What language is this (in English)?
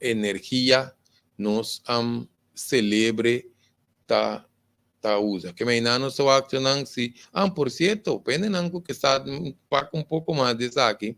Papiamento